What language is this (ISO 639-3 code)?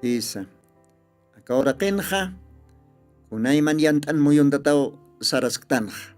aym